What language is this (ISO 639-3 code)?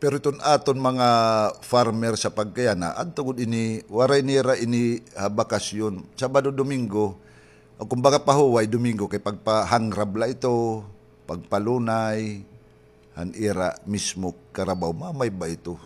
war